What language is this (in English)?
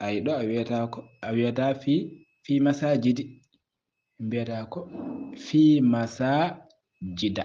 Fula